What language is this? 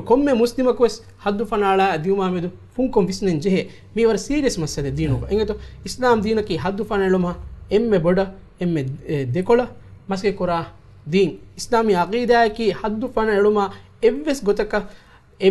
Divehi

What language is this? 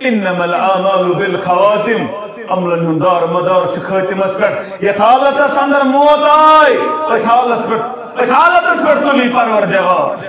Kashmiri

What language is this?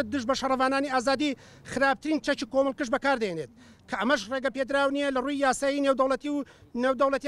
Central Kurdish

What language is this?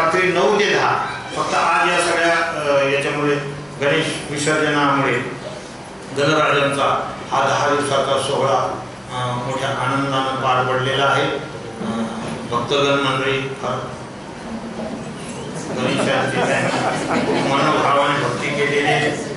Marathi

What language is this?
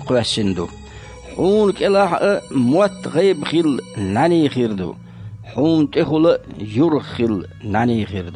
Chechen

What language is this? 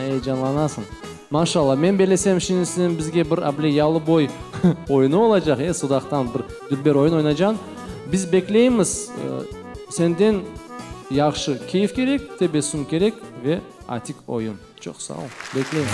Crimean Tatar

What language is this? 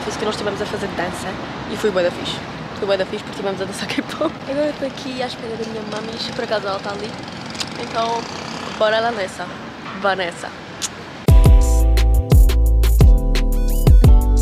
Portuguese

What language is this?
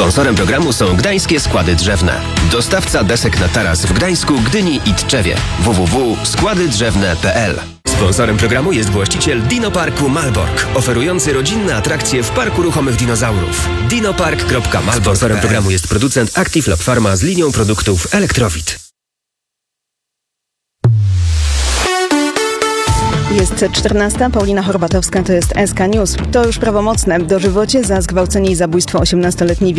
Polish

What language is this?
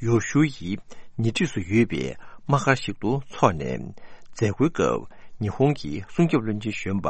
Tibetan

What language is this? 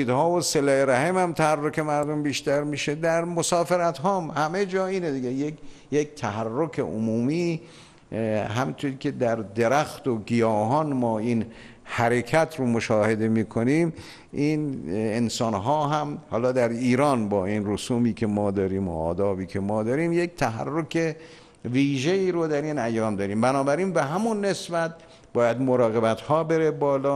Persian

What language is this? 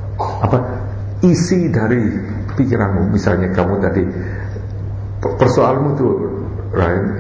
Indonesian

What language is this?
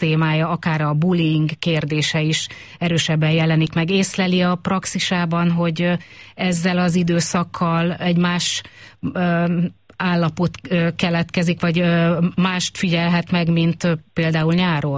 Hungarian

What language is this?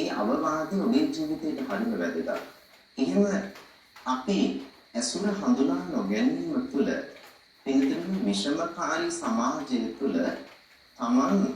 Sinhala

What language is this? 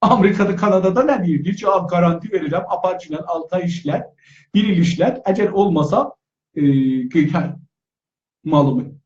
South Azerbaijani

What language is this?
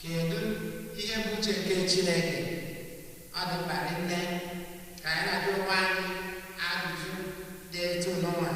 Igbo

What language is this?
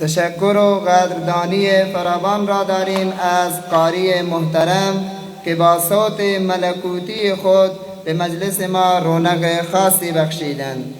Persian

